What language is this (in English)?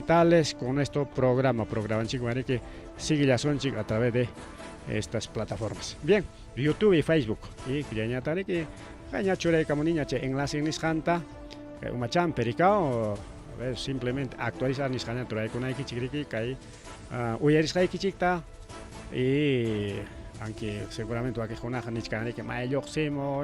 Ayacucho Quechua